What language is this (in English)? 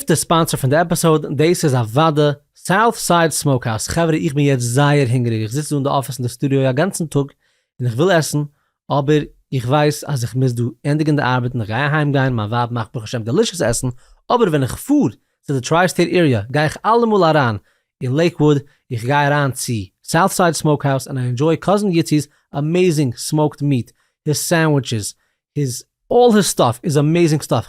Yiddish